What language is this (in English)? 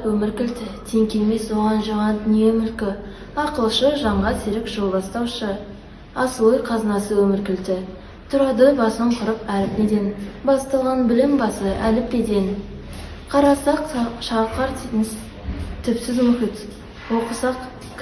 Kazakh